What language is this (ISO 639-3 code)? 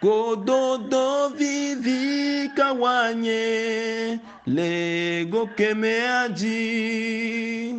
ewe